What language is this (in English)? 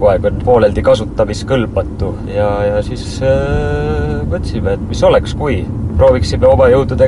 Estonian